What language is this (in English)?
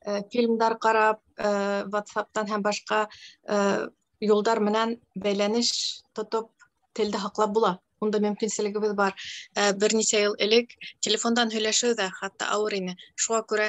Bashkir